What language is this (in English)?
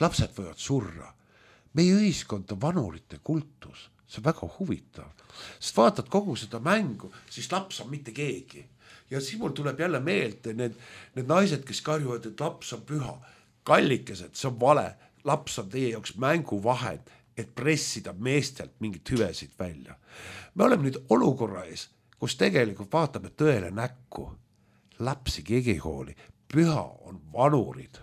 Estonian